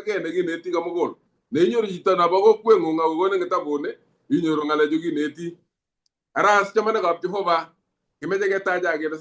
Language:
Kalenjin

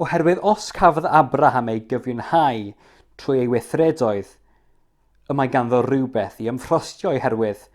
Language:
Welsh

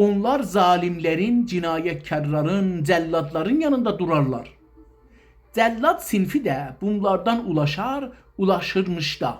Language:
South Azerbaijani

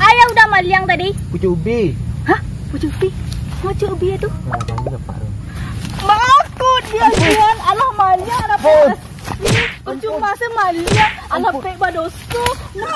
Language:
Minangkabau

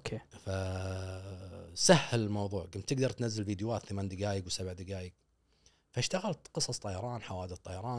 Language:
Gulf Arabic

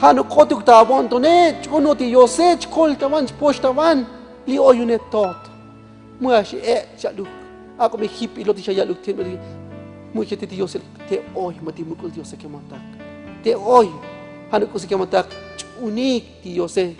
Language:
Tzotzil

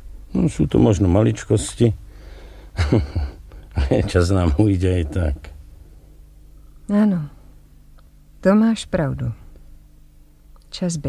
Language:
Slovak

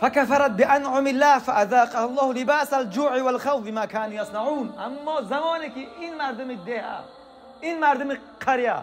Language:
Tajik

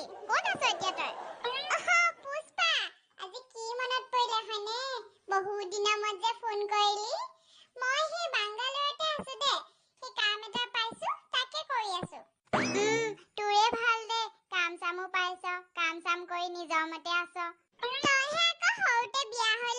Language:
Assamese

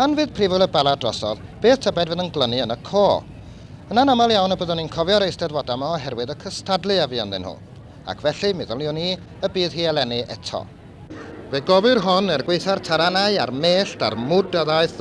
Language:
Welsh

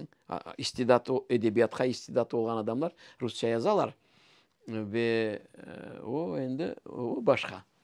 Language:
Crimean Tatar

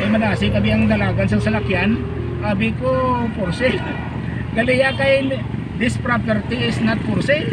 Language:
Hiligaynon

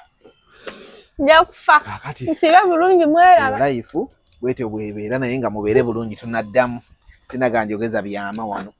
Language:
Ganda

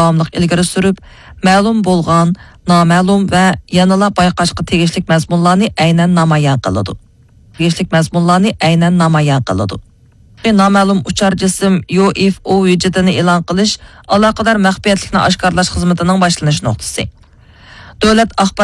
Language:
Uyghur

